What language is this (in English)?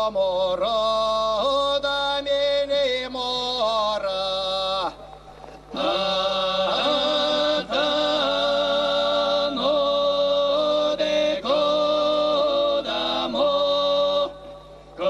Erzya